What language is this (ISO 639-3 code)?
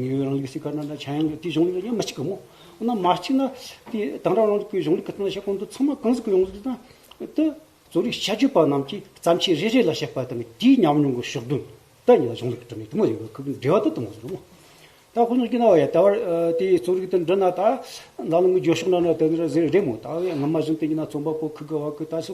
bod